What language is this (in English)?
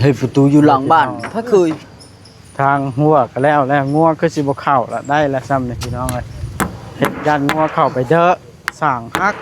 Northeastern Thai